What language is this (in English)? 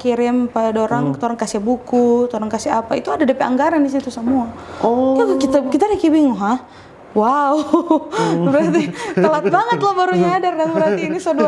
Manado Malay